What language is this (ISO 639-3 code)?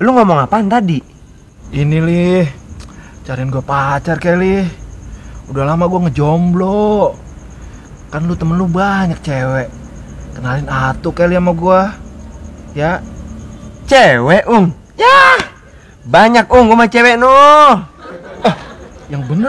bew